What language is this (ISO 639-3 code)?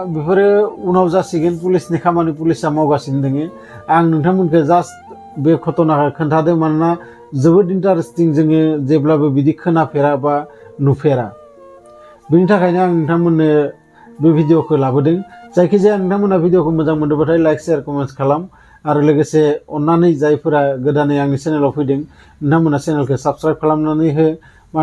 brx